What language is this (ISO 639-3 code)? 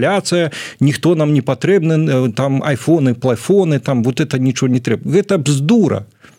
bel